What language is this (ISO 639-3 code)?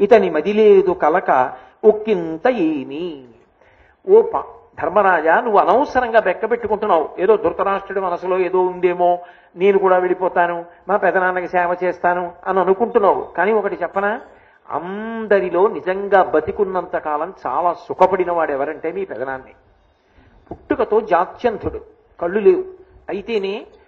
tel